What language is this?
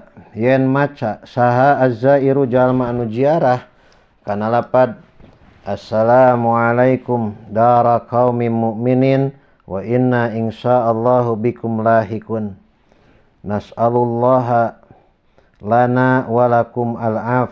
Sundanese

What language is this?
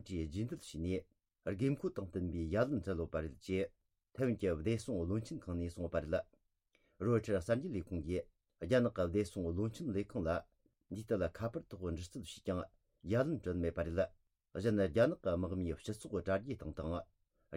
Tibetan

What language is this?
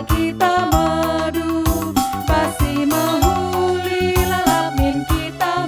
Batak Karo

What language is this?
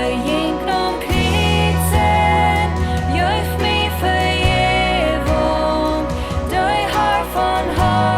Plautdietsch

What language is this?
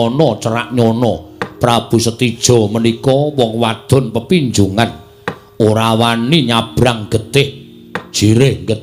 Javanese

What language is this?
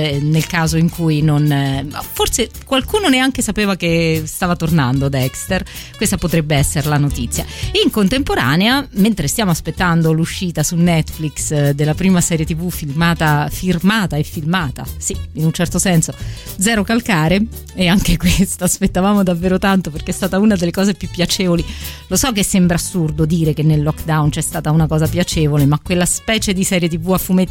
Italian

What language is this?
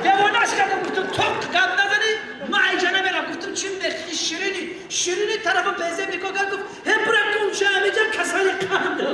Tajik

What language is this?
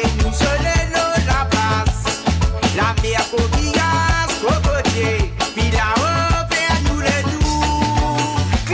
Morisyen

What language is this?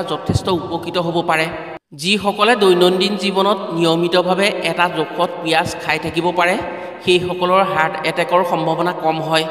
Assamese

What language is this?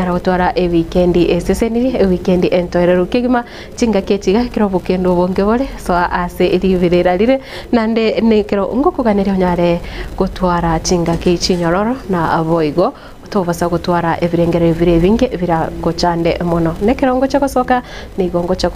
Gusii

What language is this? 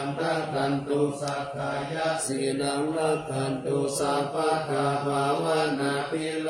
Pali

